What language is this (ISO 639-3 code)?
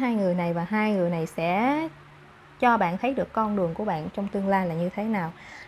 vie